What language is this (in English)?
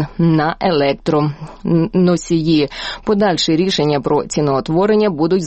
Ukrainian